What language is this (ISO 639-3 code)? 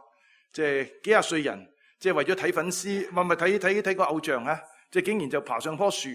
yue